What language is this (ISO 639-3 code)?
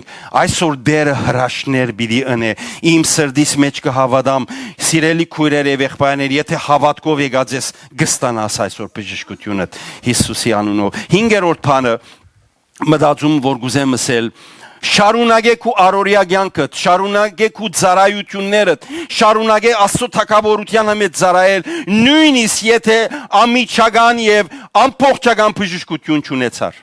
hyw